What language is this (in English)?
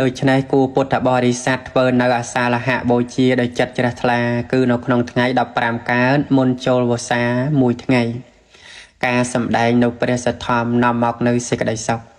Khmer